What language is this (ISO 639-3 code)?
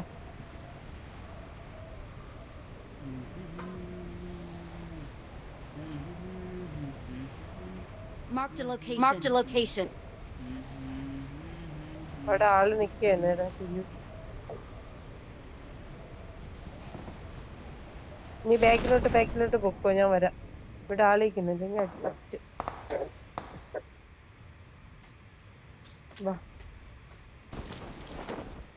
mal